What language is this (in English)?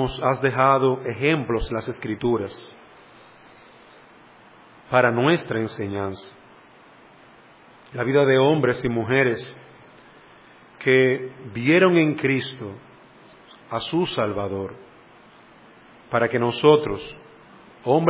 Spanish